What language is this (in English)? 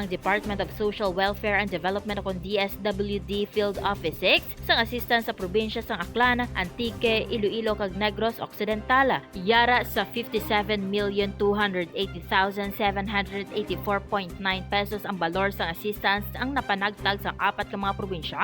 Hiligaynon